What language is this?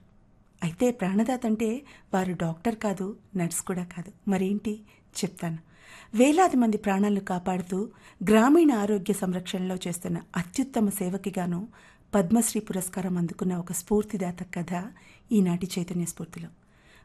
Telugu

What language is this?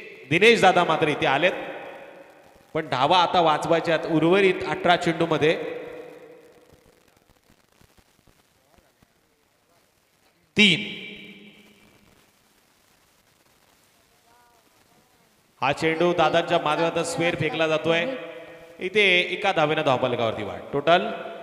Marathi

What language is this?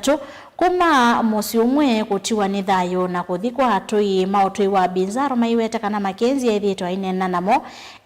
Kamba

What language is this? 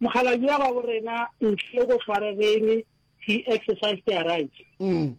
Northern Sotho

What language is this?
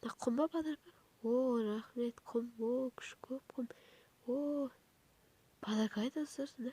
Kazakh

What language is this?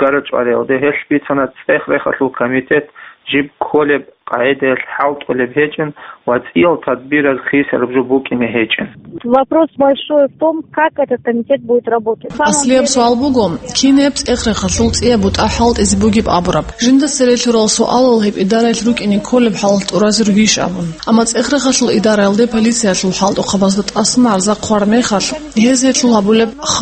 Avaric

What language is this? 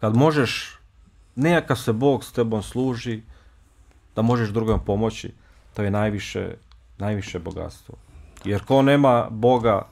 Bosnian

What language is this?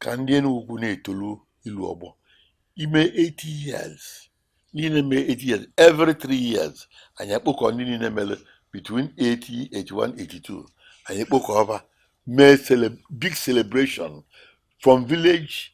Igbo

